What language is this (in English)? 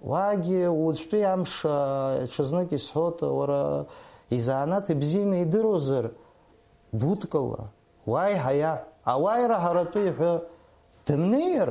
Abkhazian